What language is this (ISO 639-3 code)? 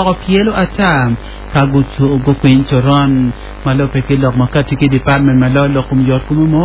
ach